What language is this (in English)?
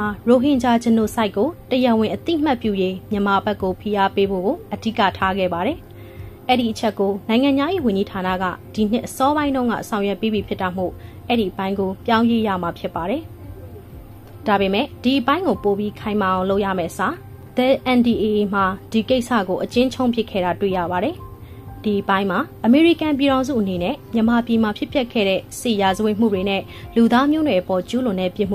Burmese